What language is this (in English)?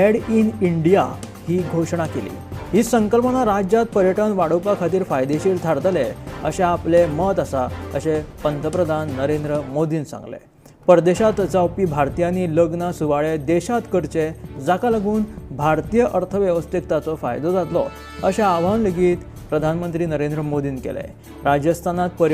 Konkani